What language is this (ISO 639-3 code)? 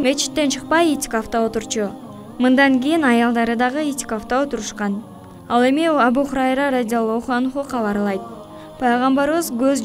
kir